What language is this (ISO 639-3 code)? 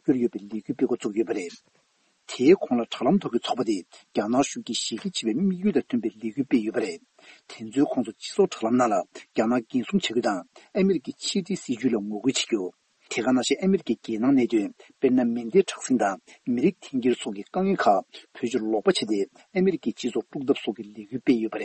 bod